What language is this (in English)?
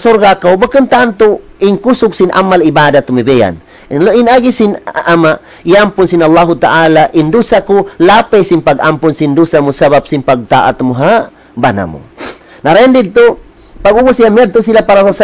Tausug